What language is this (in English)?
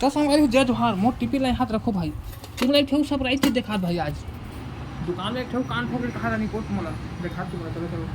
Chhattisgarhi